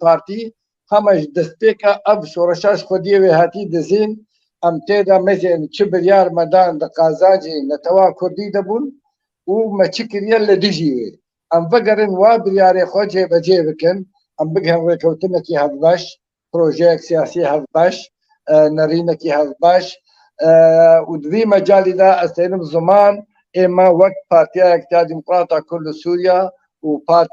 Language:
Kurdish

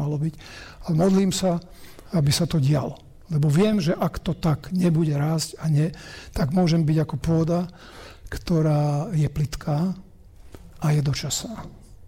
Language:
Slovak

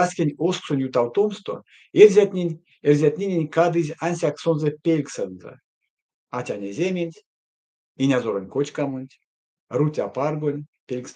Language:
Erzya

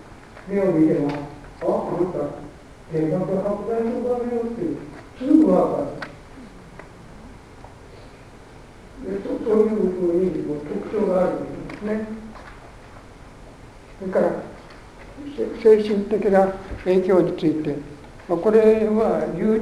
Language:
Japanese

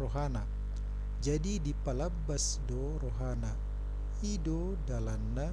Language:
Batak Toba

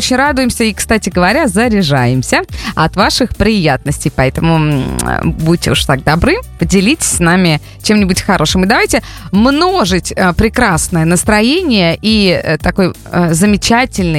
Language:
Russian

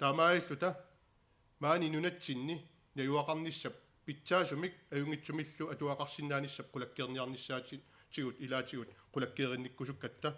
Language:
Kalaallisut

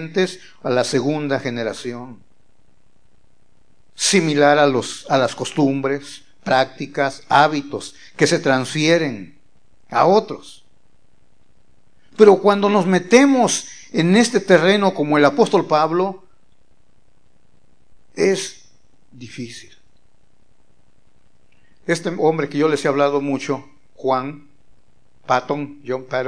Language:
Spanish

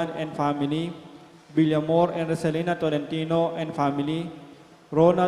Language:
Pampanga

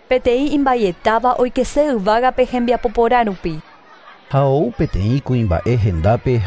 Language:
Guarani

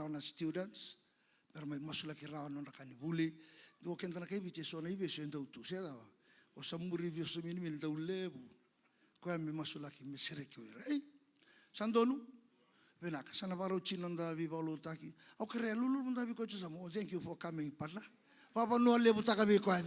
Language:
Fijian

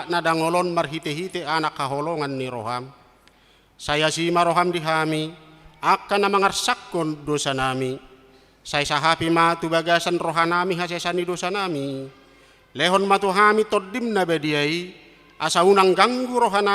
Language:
Batak Toba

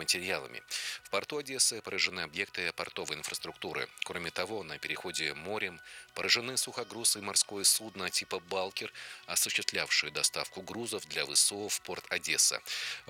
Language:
Russian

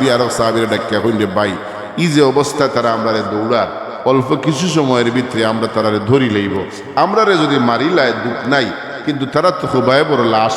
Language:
Sylheti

